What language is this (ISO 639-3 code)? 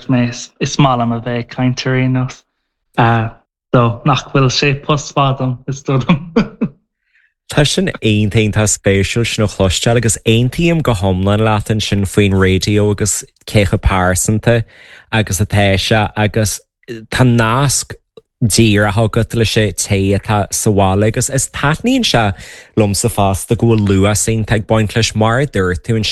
gle